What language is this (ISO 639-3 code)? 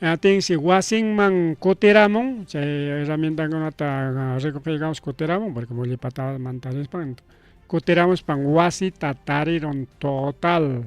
quy